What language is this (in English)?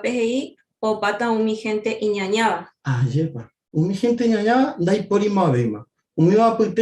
Guarani